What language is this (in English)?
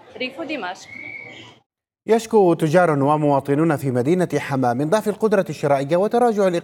Arabic